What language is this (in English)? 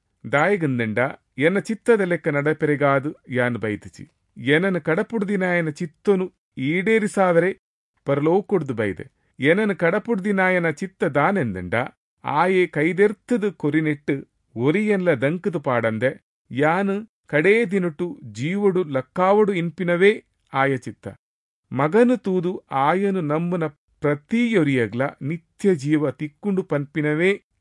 Tulu